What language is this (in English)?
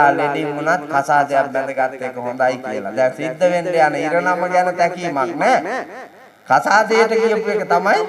Sinhala